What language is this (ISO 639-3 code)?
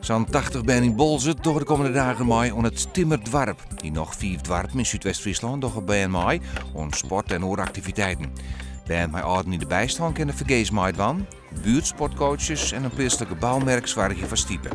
fry